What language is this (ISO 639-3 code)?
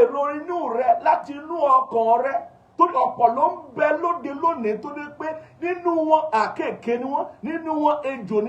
yor